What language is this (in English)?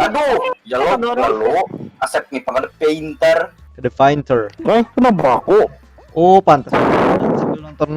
Banjar